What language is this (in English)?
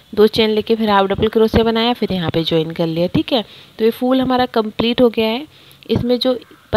Hindi